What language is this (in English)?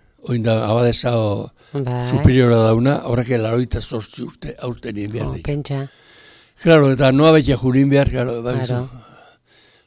Basque